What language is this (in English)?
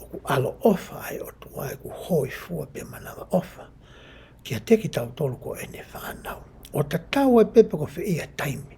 Tongan